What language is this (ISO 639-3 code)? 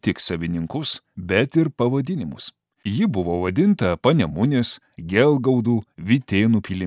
lit